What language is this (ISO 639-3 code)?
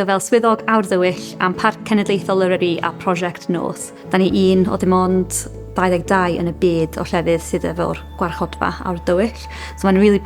cym